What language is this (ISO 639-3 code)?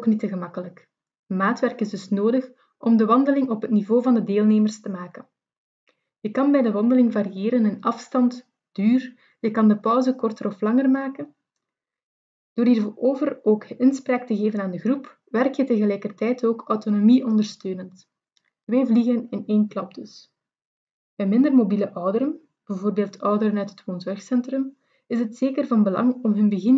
nld